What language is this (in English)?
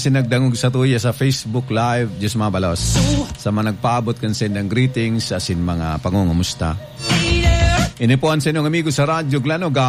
Bikol